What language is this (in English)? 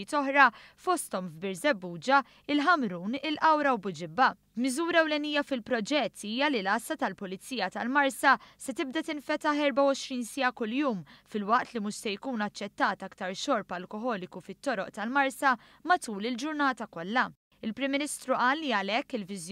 Maltese